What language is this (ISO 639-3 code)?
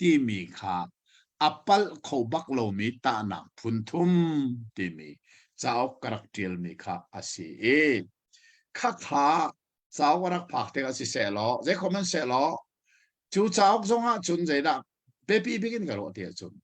cnh